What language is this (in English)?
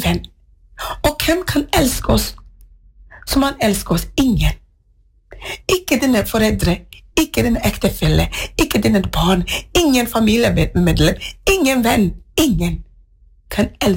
Norwegian